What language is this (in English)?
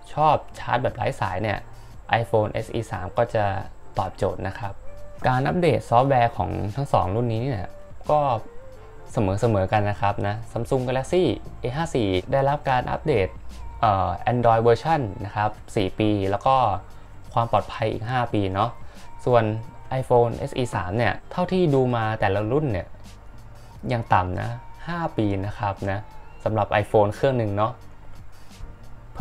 Thai